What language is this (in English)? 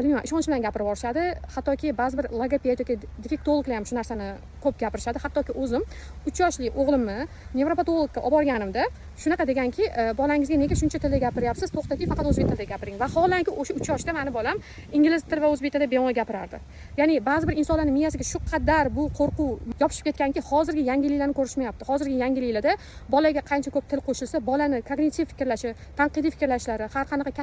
Uzbek